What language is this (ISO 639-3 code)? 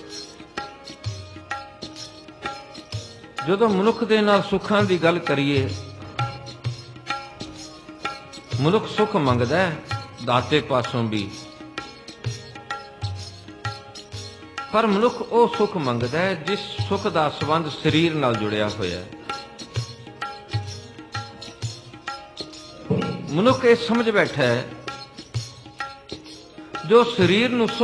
pan